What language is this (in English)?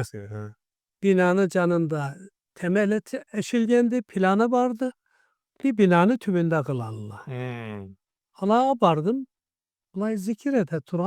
Karachay-Balkar